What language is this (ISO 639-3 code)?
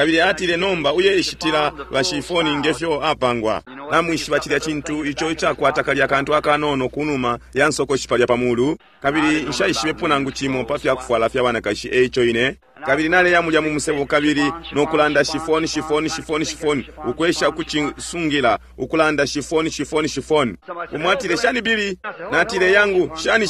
bem